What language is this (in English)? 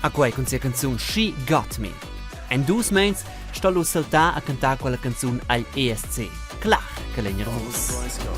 Romansh